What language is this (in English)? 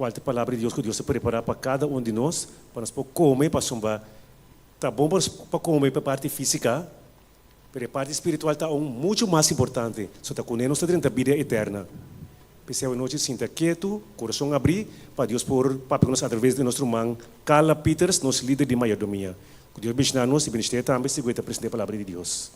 Papiamento